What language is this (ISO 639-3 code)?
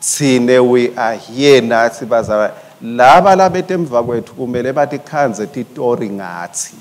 ssw